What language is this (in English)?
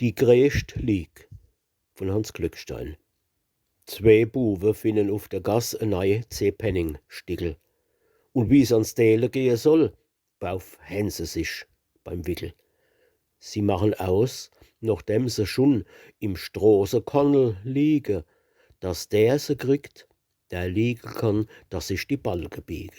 Palatine German